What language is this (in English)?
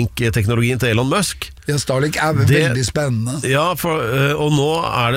Norwegian